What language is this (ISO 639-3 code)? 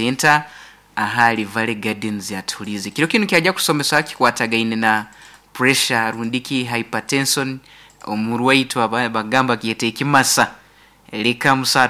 nyo